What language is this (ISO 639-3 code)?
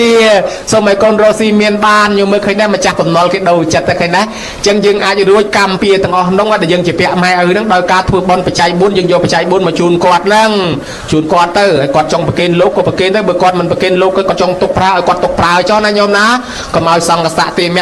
khm